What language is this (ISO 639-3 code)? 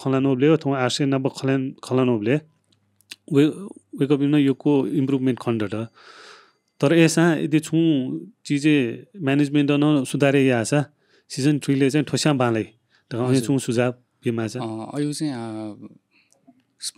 new